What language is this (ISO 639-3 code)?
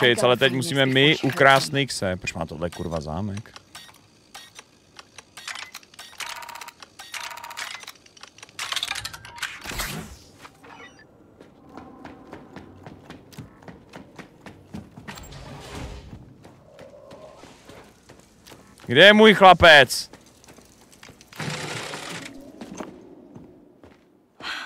ces